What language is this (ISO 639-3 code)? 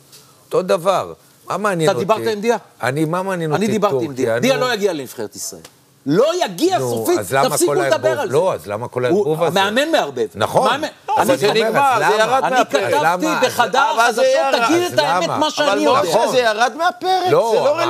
heb